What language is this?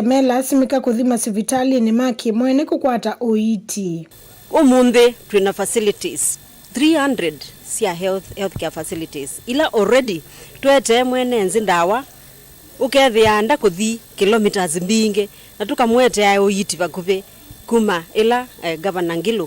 Kamba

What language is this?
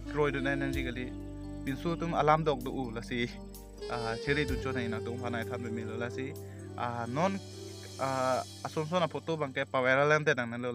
Karbi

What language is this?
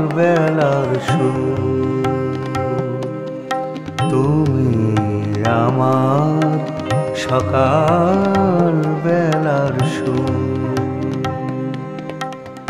Bangla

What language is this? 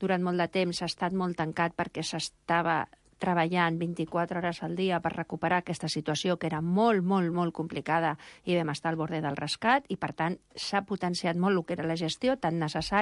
Catalan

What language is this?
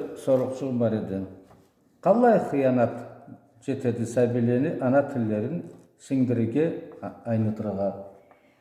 Karachay-Balkar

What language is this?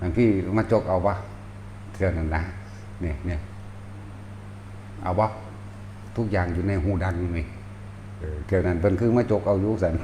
Northeastern Thai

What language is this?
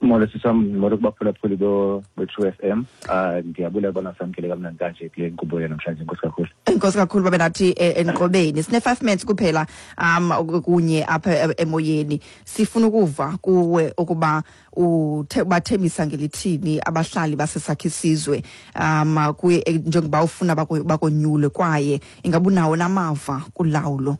Xhosa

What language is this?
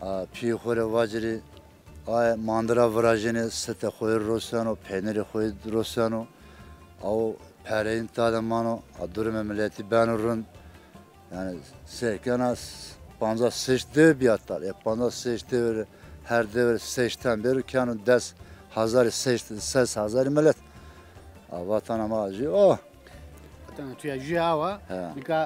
Zaza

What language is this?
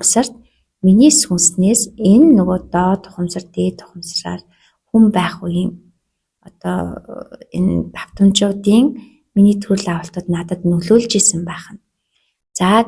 Mongolian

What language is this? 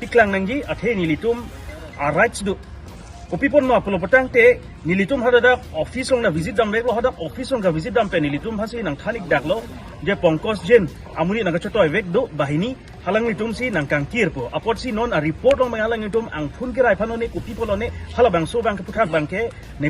Karbi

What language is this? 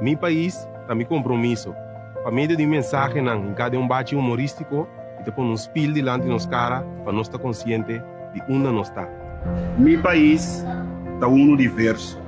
Papiamento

